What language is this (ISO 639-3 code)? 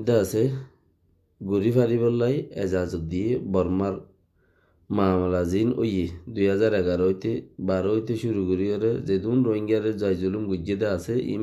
rhg